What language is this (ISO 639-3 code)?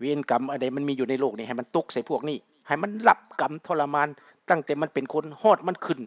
lao